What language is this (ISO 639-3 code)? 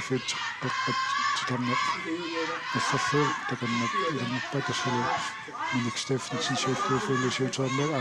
kal